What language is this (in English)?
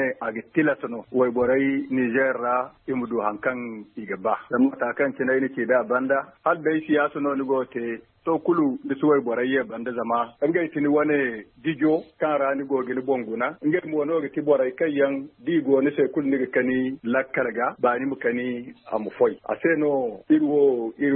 Zarma